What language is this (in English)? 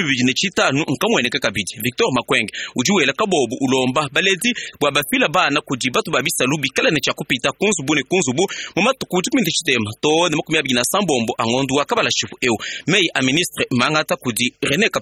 Luba-Lulua